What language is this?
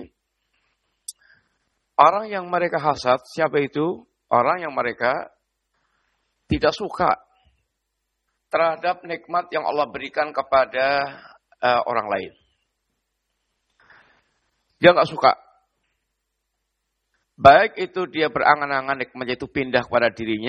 Indonesian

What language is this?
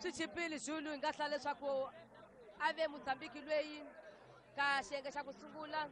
Tsonga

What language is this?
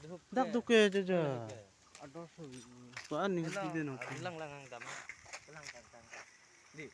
Karbi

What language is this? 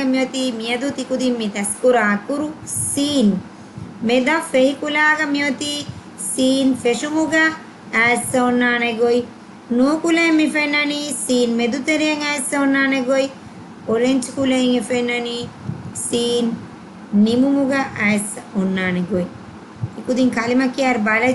Divehi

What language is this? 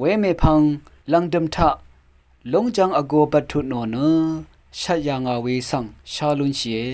Rawang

